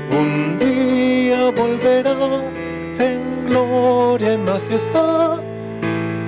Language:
South Bolivian Quechua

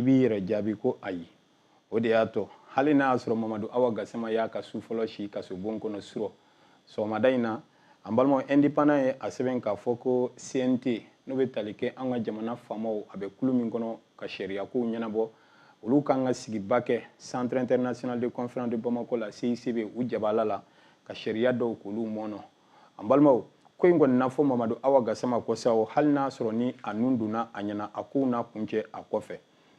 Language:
Bambara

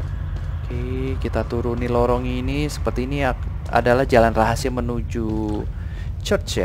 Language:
Indonesian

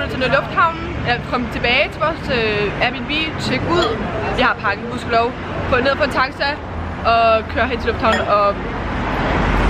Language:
Danish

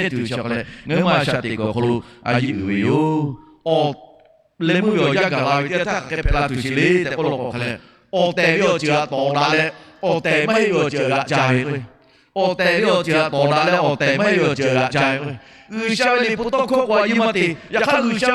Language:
Lahu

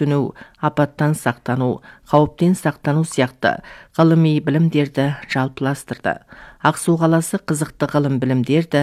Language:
Kazakh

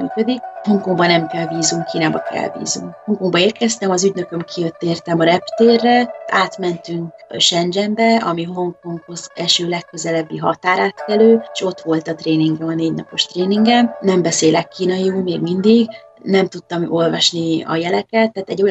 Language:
Hungarian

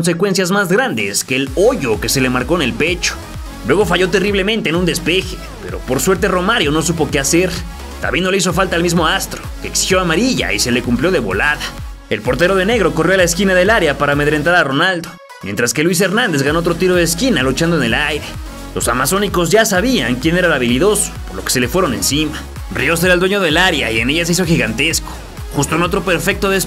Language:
Spanish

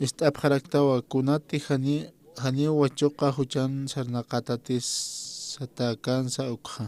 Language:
Aymara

